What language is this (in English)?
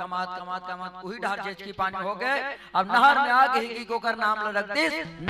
Chhattisgarhi